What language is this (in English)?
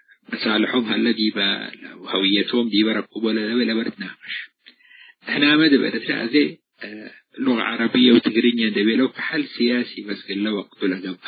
Tigre